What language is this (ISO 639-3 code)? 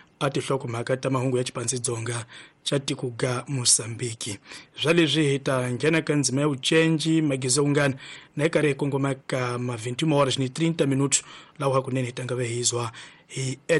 tso